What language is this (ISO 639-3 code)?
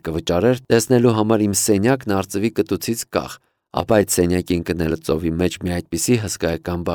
hye